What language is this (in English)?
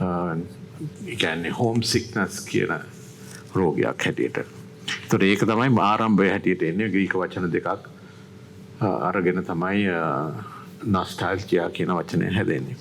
Sinhala